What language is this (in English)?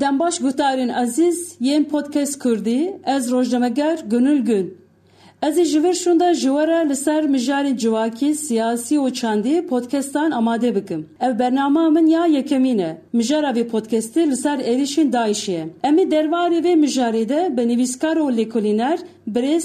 Kurdish